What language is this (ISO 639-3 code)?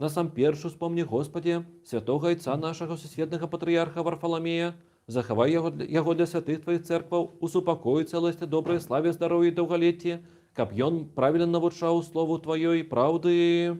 bel